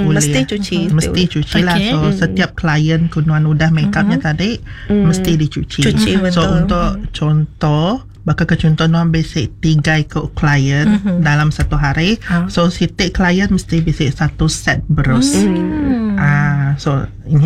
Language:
Iban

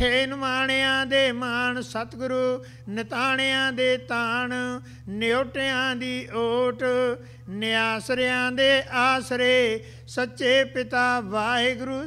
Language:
Punjabi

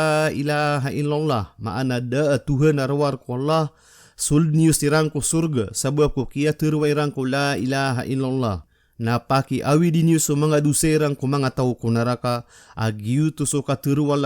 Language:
Maranao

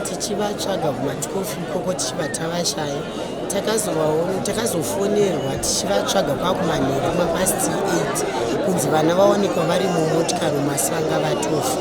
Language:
Shona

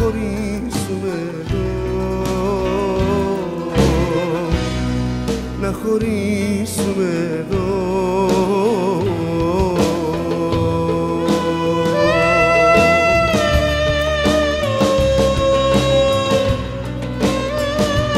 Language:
Greek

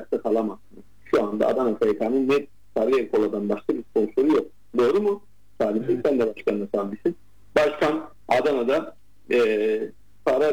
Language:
Turkish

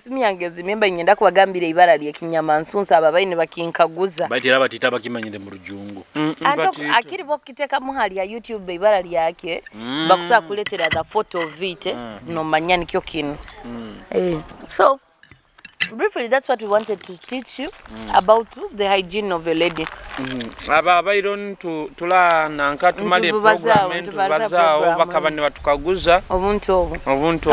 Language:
Nyoro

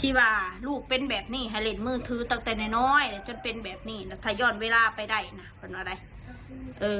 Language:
Lao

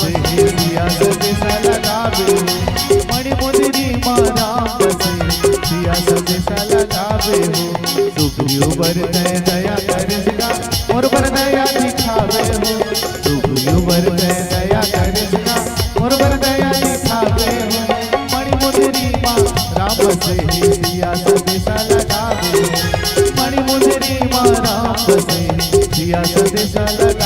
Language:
Chhattisgarhi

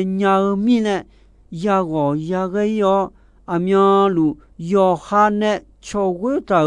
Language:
Akha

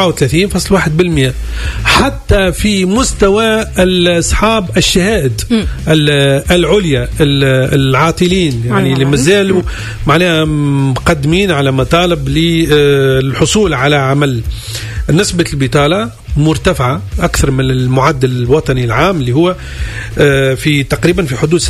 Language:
Tunisian Arabic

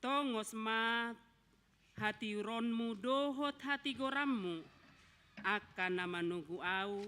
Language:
Batak Toba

